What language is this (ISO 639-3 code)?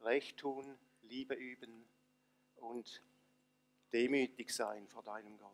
gsw